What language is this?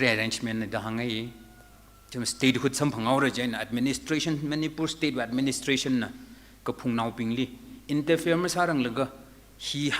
Tangkhul Naga (India)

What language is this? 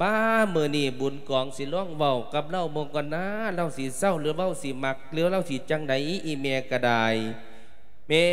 Lao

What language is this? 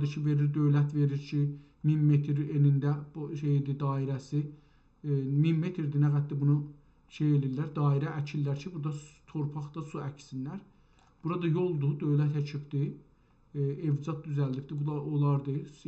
South Azerbaijani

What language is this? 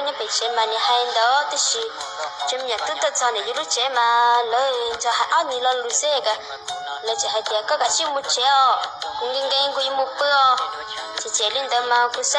Hmong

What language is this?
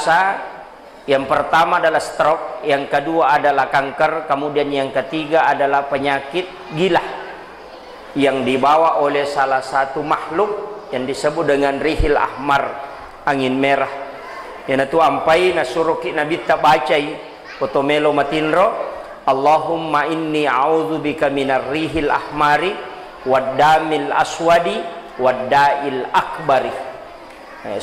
Buginese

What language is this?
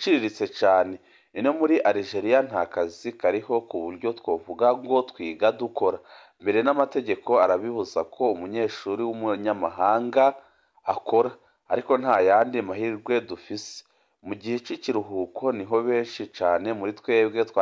Rundi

